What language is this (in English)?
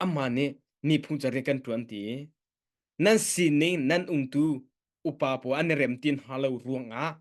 Hakha Chin